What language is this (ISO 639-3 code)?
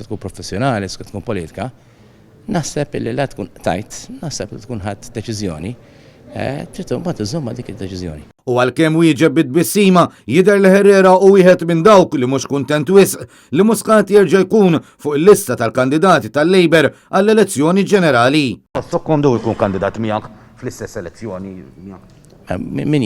mlt